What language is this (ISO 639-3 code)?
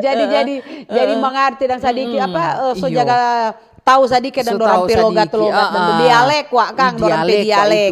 xmm